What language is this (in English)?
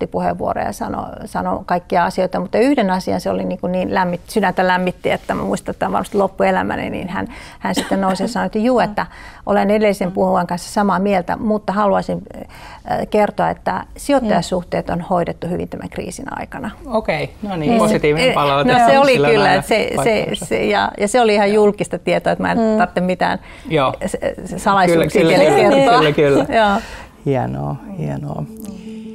Finnish